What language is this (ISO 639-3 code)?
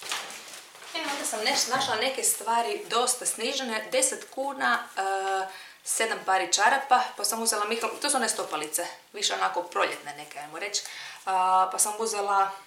hrv